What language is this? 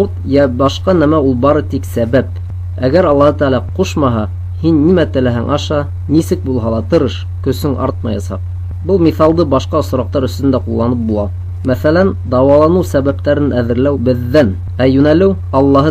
Bashkir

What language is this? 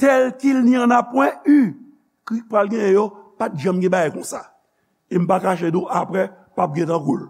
Haitian Creole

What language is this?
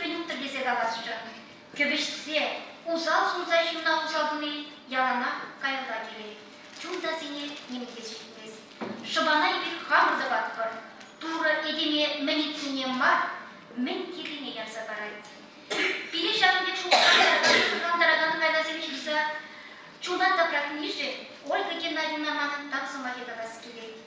Chuvash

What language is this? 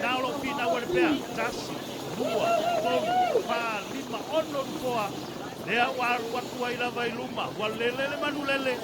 Samoan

